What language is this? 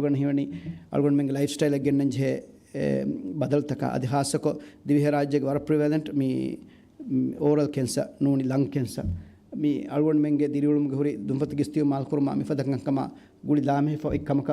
Divehi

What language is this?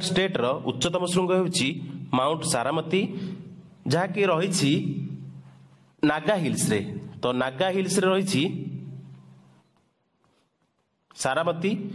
Odia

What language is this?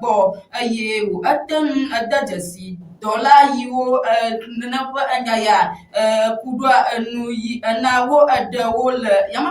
Ewe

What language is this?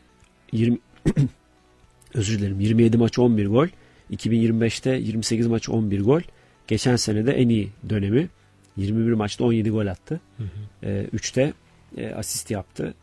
Turkish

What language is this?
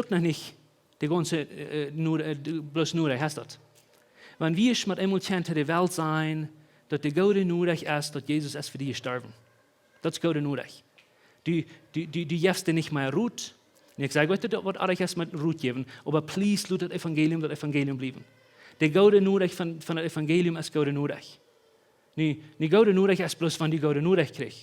Plautdietsch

